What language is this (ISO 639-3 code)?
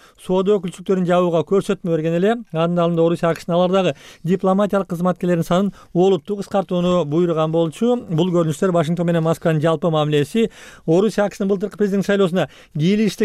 kir